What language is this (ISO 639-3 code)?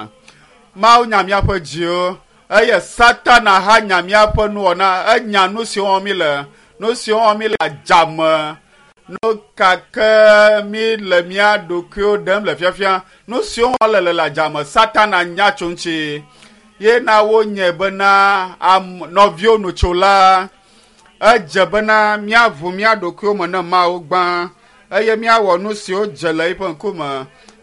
ewe